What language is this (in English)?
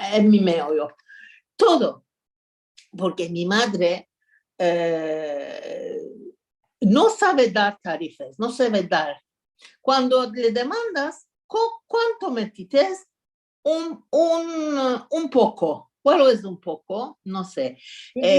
Ladino